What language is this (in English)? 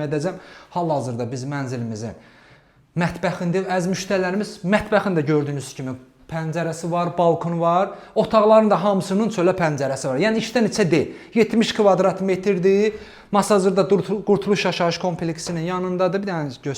Azerbaijani